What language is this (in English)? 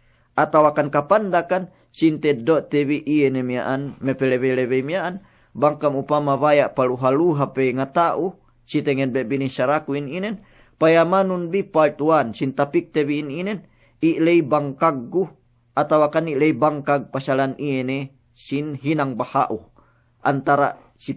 Yakan